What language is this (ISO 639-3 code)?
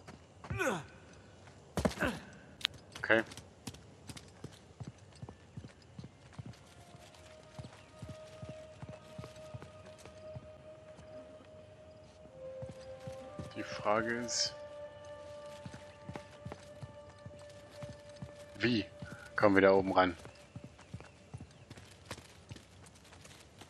deu